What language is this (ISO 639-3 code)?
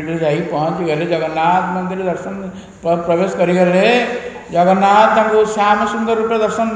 ori